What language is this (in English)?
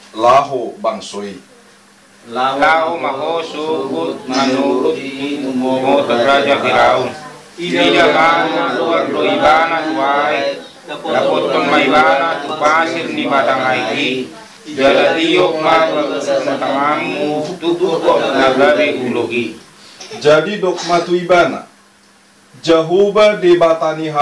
Batak Toba